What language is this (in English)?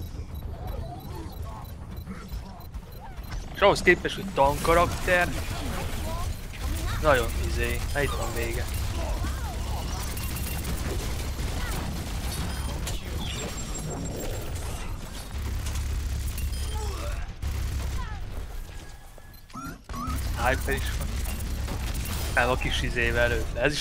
Hungarian